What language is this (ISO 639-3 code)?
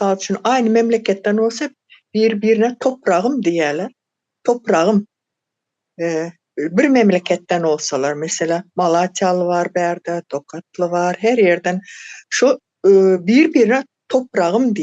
tuk